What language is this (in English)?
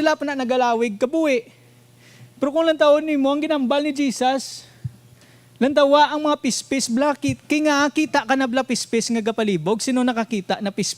Hiligaynon